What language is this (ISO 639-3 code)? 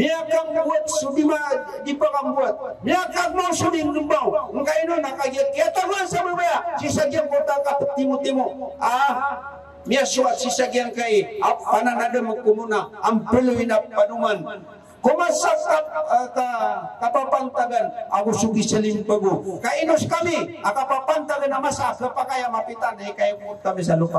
mrw